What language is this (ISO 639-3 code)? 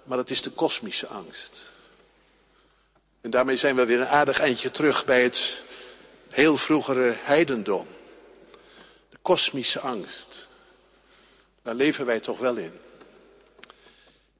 nld